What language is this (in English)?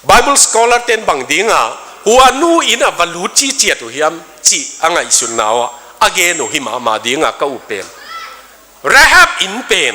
Tedim Chin